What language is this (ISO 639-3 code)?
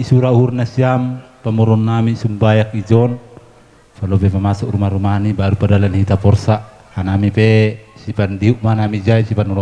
bts